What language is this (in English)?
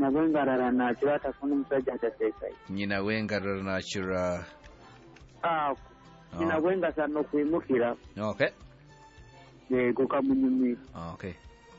Kinyarwanda